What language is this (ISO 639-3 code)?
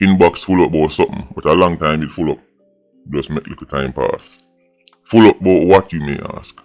jam